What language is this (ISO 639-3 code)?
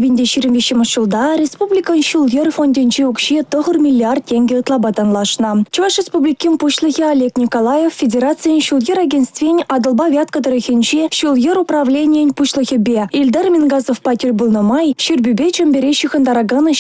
chv